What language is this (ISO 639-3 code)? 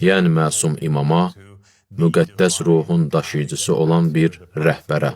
aze